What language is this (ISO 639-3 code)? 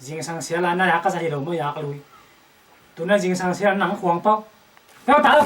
ctd